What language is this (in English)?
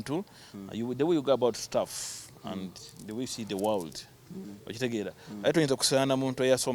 Ganda